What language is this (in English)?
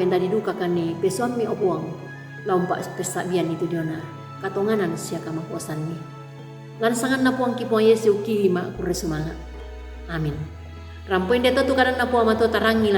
Toraja-Sa'dan